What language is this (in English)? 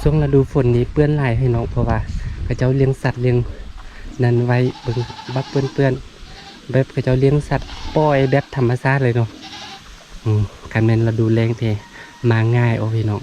Lao